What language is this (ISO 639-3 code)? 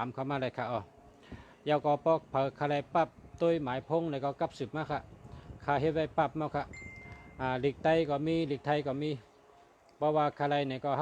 shn